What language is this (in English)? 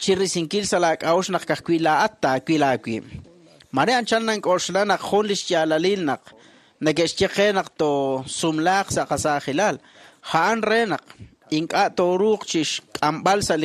Kekchí